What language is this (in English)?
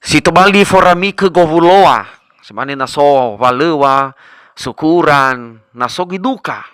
Nias